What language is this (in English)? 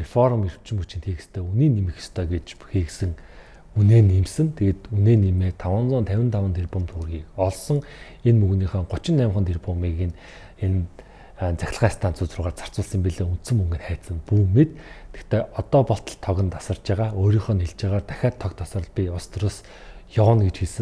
Mongolian